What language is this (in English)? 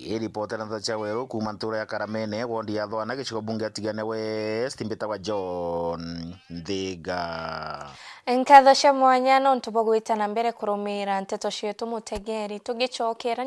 Meru